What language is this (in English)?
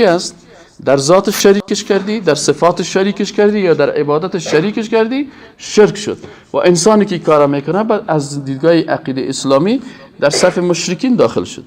Persian